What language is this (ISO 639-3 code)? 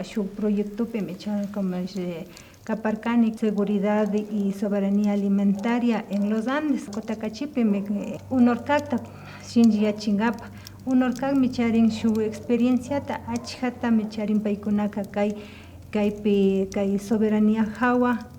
qvi